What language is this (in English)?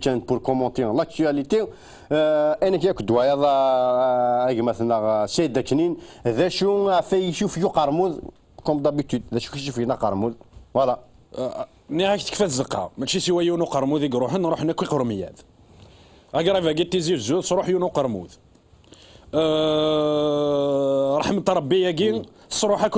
Kabyle